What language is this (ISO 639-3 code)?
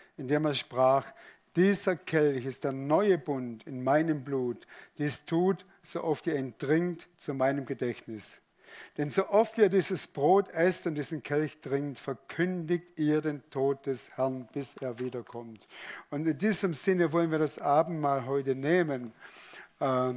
gsw